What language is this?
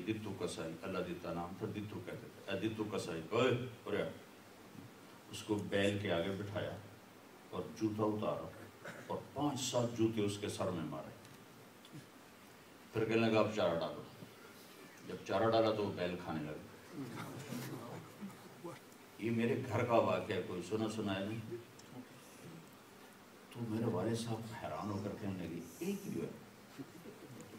Urdu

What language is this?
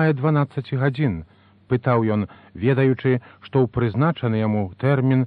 Belarusian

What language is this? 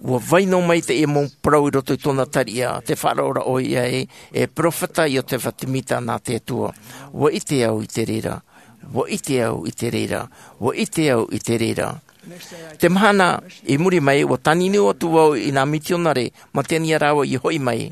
Tahitian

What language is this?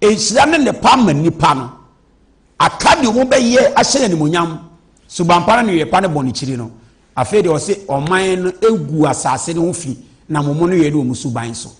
Akan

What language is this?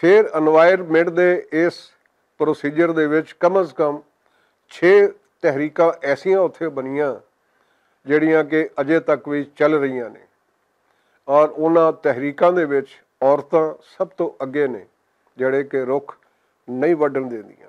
Western Panjabi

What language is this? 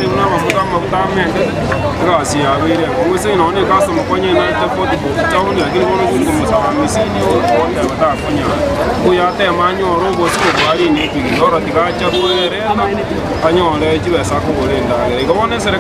Gusii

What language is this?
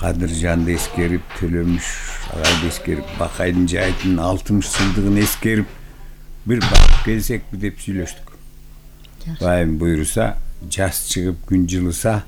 Kyrgyz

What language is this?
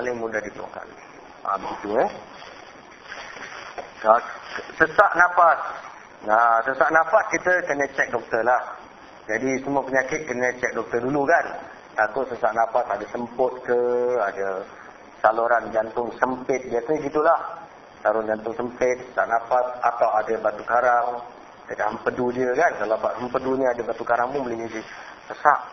Malay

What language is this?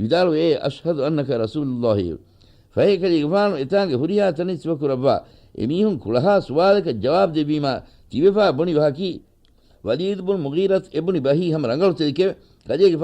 Divehi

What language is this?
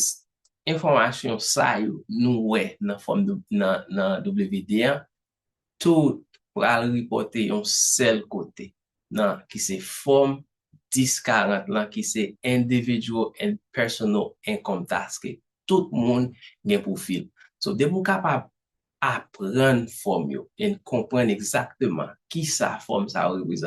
Haitian Creole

